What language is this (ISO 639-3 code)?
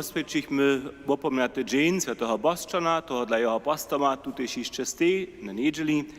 hsb